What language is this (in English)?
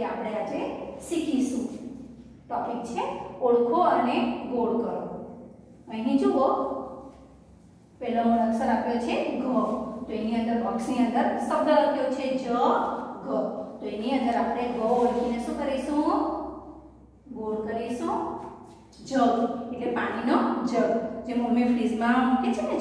Gujarati